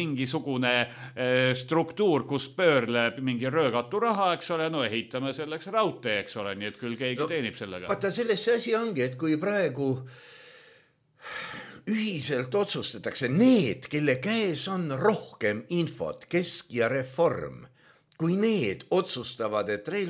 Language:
Estonian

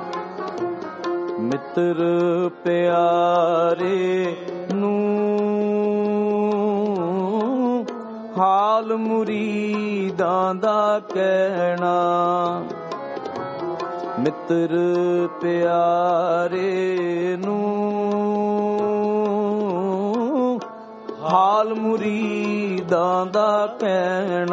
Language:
Punjabi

